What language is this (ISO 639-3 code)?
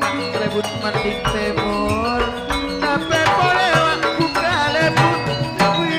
mad